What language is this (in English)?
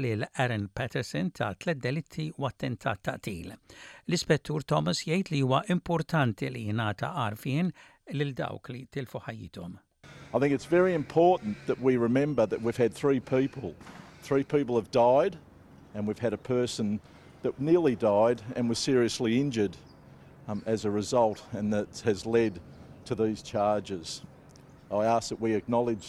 Maltese